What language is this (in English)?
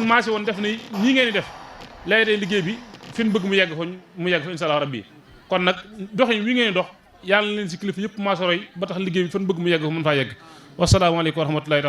Wolof